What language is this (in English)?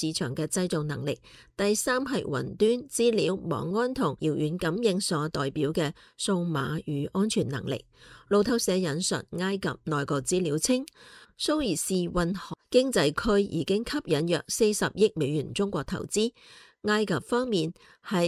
Cantonese